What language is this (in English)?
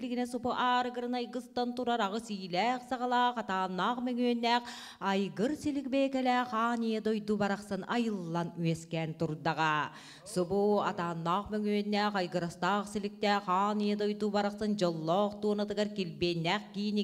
Yakut